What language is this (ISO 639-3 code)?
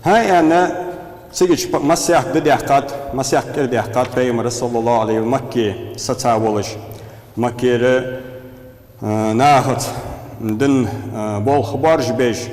inh